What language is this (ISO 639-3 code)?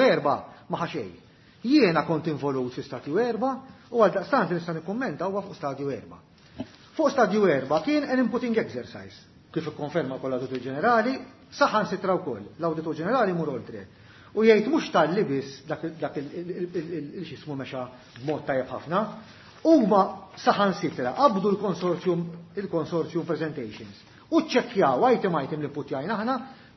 mlt